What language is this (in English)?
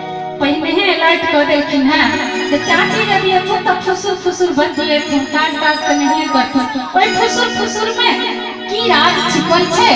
Maithili